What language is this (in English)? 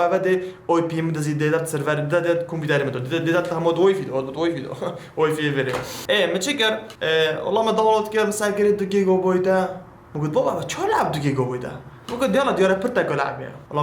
Kurdish